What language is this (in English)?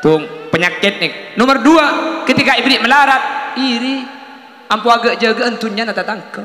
Madurese